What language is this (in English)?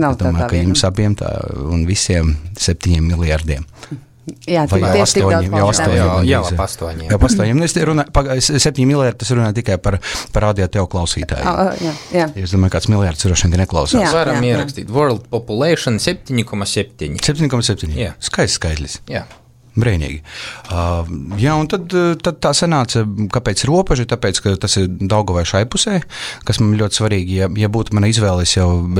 Latvian